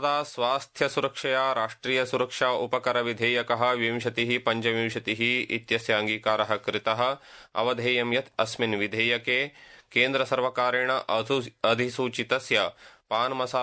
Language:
Sanskrit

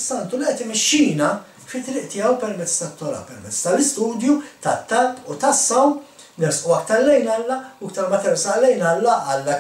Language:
Maltese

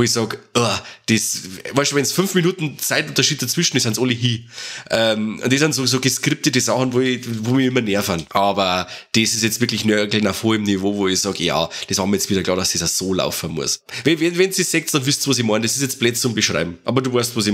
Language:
Bavarian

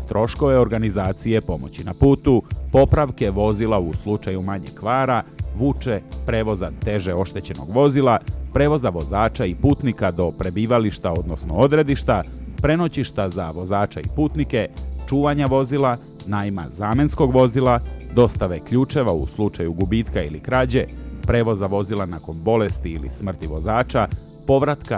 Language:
Serbian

